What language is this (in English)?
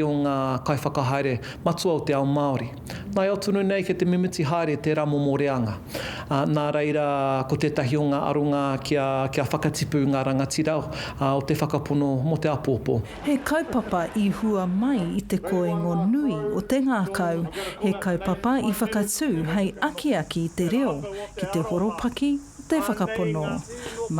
Māori